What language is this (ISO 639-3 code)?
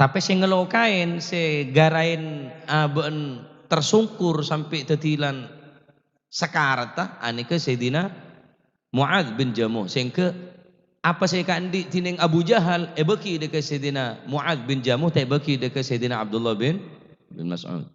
mad